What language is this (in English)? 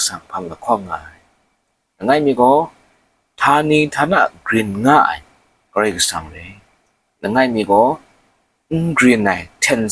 Kachin